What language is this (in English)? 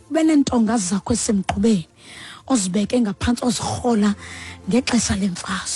Xhosa